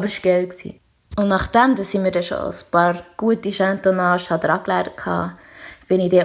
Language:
Swiss German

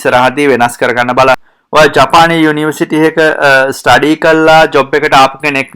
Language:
Sinhala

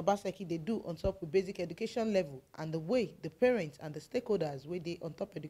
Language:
Nigerian Pidgin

